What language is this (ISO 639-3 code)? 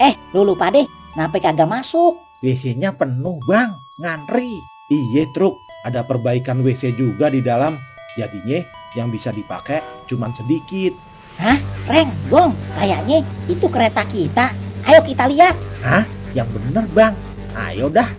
bew